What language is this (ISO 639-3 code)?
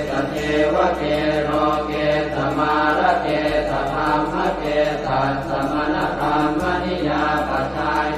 pli